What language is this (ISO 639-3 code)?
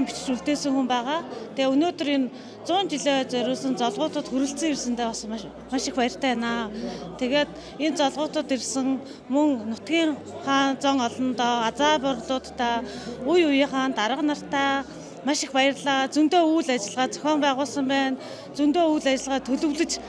mon